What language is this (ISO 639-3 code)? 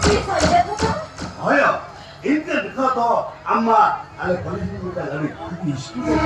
sat